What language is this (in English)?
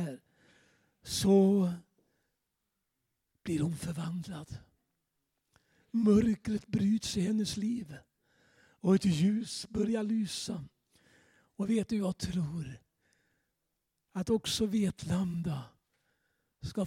Swedish